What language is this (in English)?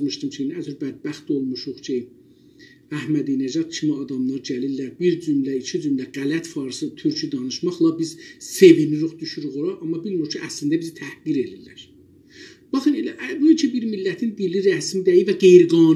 South Azerbaijani